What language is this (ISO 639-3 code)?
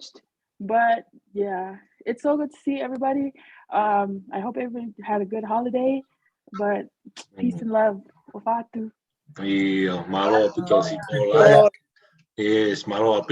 ton